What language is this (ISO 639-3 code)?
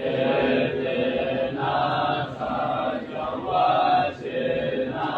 pli